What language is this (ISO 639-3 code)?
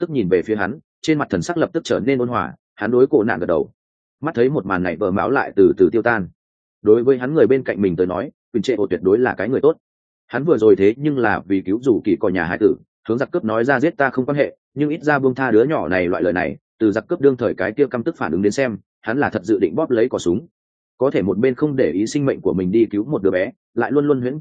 vie